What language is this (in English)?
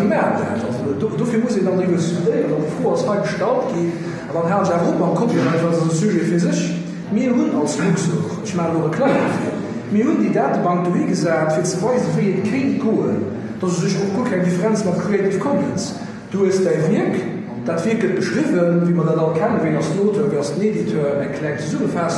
Luxembourgish